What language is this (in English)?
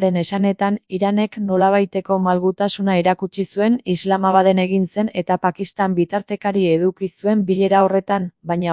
Basque